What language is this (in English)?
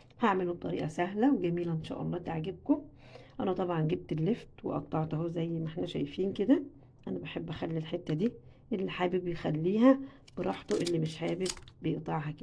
Egyptian Arabic